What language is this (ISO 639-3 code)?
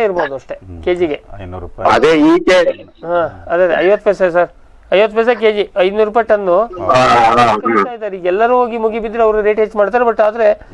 kan